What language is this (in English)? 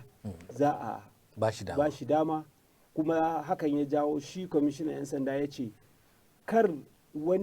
Hausa